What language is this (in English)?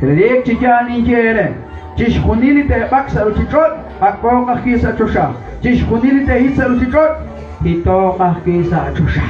Kekchí